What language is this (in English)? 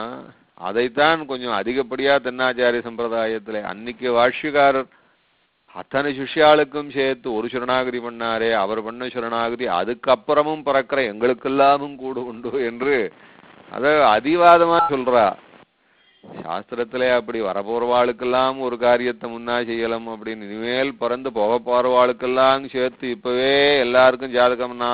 Tamil